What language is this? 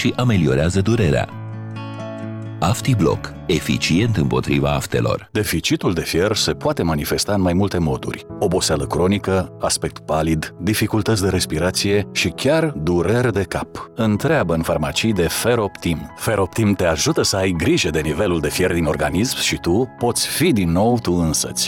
Romanian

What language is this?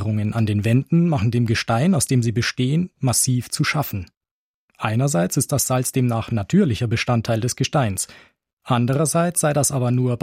German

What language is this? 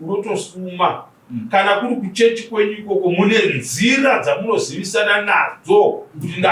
Shona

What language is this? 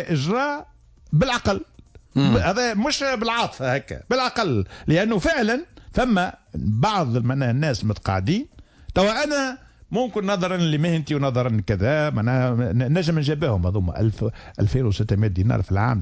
Tunisian Arabic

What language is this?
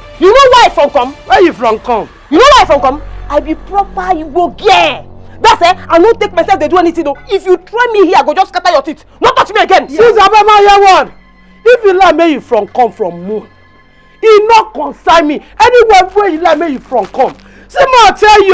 Nigerian Pidgin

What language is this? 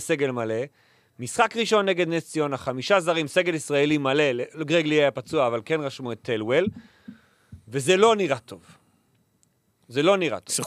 Hebrew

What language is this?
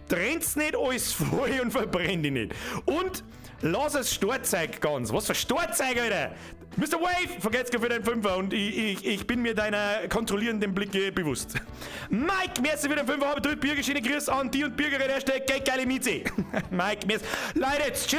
Bavarian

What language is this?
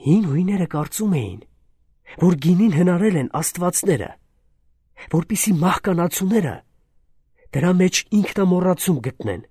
Armenian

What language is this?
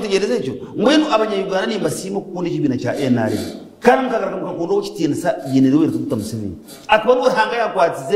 Nyankole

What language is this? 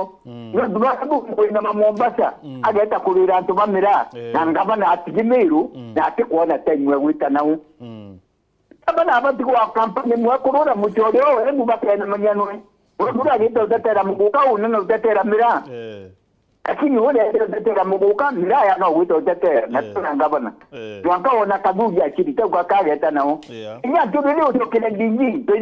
Meru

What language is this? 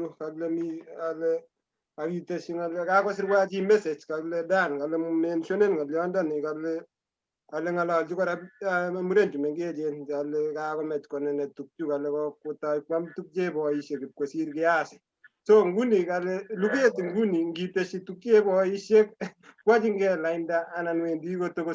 Kalenjin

